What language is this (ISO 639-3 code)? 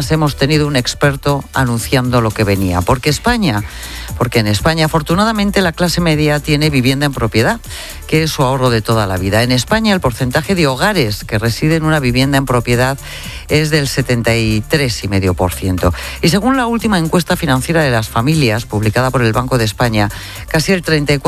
spa